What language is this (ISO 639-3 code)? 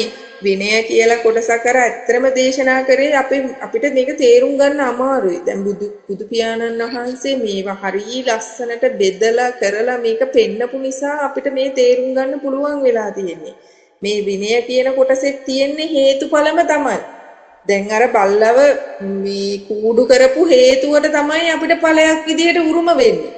sin